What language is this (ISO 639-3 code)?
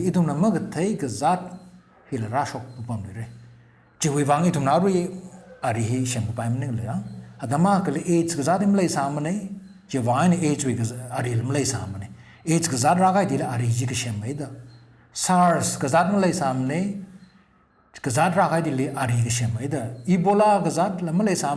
nmf